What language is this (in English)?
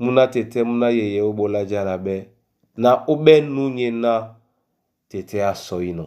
Duala